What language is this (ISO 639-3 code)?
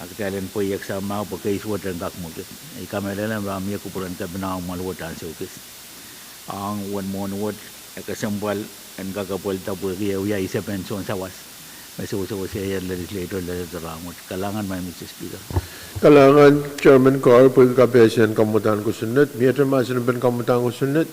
pon